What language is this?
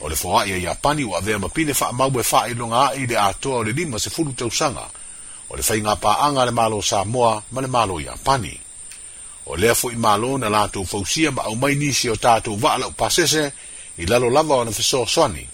Samoan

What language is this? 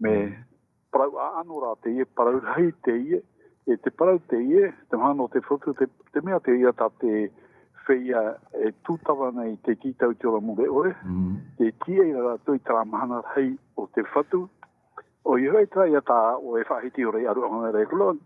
Tahitian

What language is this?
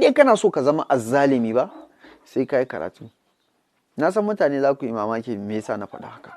Hausa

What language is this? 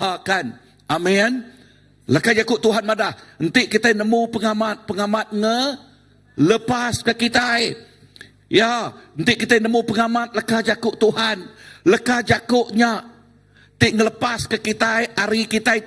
Iban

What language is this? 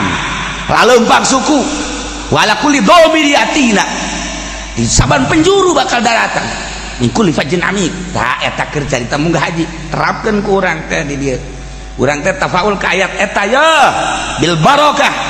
Sundanese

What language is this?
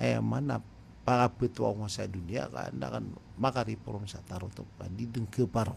Maranao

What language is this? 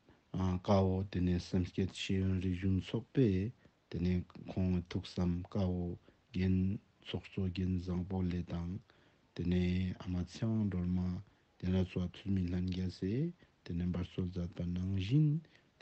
Ladakhi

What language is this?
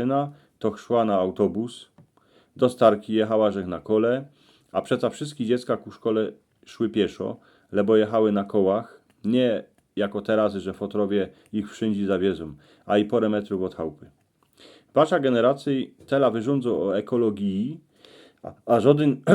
Silesian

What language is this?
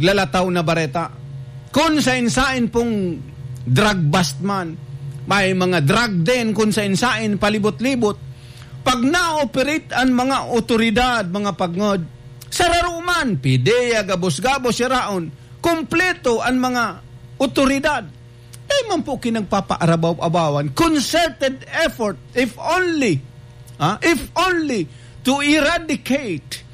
Bikol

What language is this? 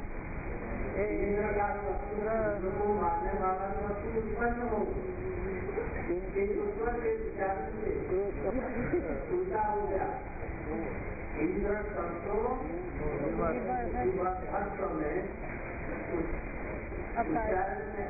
Hindi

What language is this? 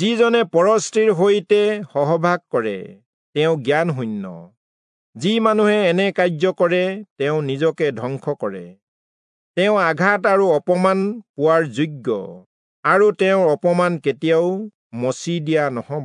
Assamese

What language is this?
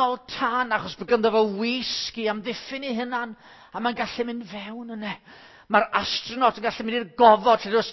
Welsh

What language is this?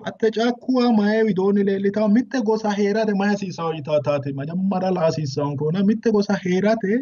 Sidamo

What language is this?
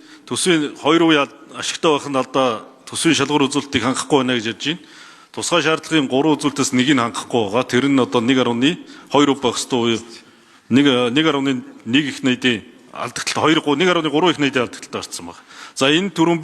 Mongolian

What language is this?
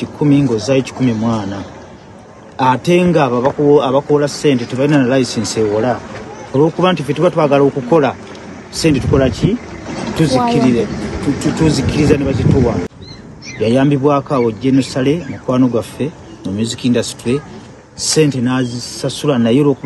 Ganda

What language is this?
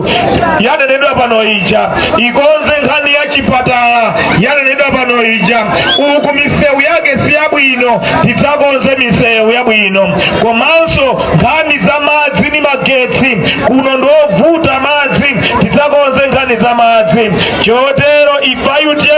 Nyanja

